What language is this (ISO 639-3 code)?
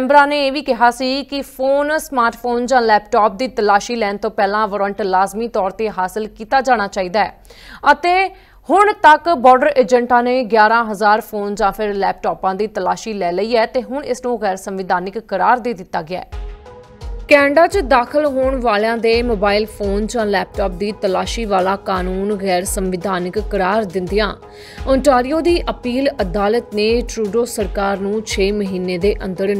pan